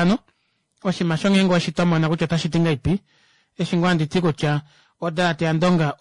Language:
Kuanyama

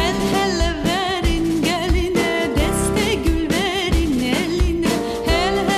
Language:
Ukrainian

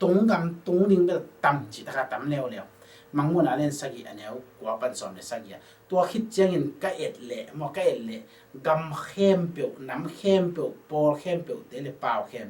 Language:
Tedim Chin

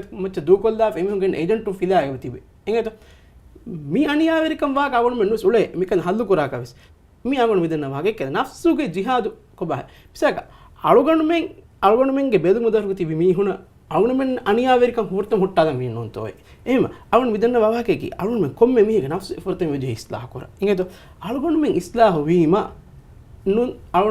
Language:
Divehi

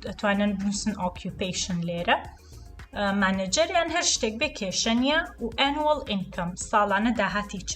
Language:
Central Kurdish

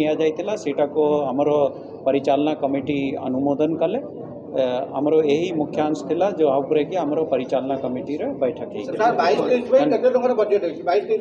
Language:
Odia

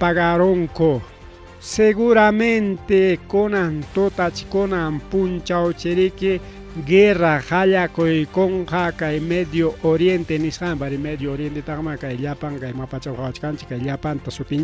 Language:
Ayacucho Quechua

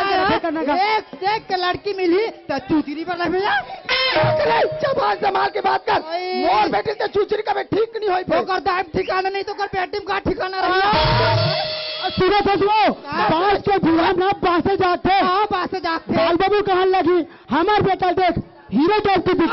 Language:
Chhattisgarhi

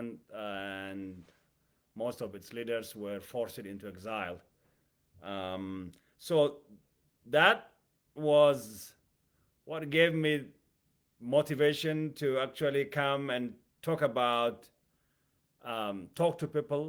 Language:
English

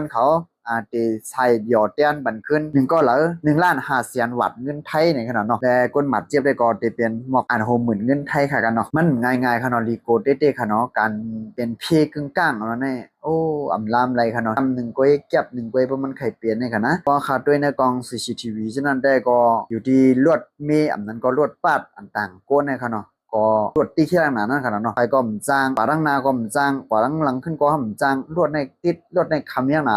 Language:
Shan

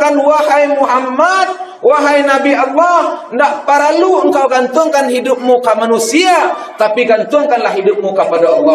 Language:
Minangkabau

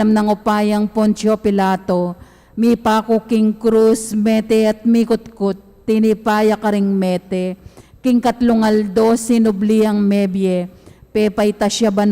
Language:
Pampanga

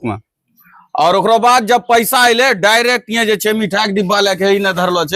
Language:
Angika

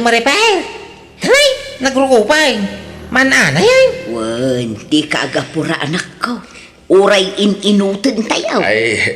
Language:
Iloko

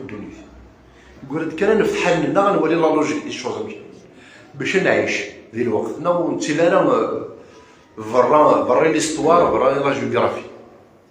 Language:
Kabyle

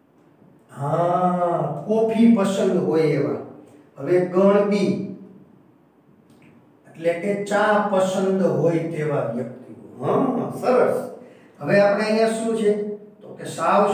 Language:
Gujarati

